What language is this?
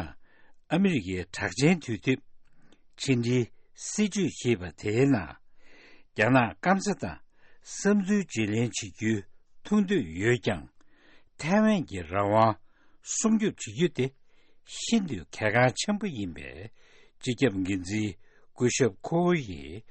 Tibetan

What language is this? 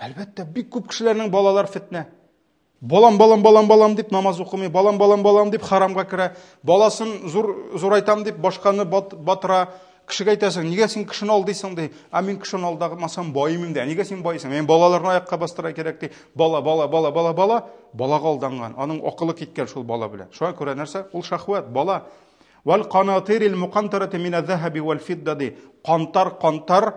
Tatar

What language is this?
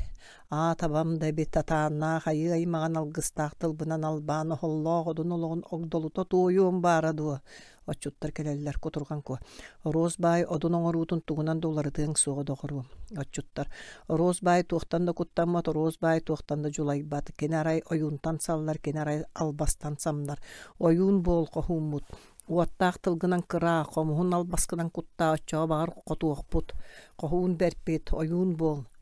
Yakut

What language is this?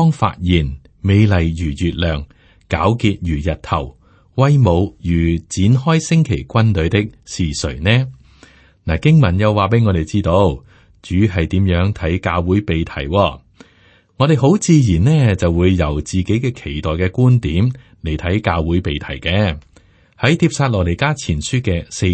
Cantonese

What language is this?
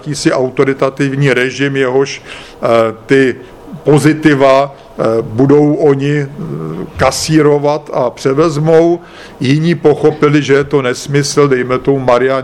Czech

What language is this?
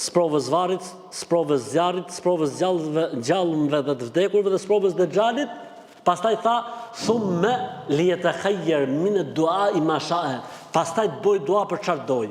Albanian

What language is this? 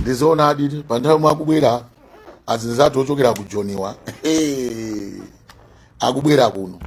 Nyanja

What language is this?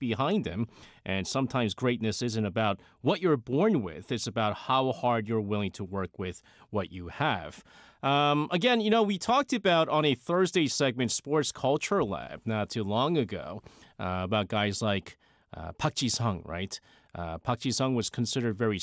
English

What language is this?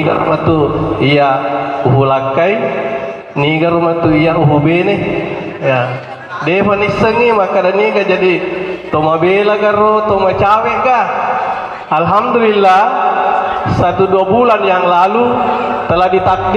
Buginese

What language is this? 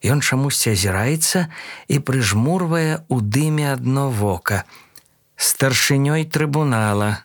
Belarusian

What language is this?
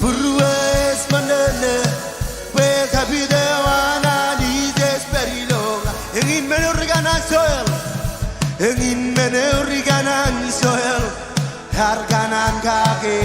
Marshallese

